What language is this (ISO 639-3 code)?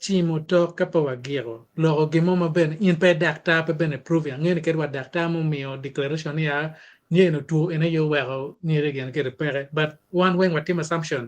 ach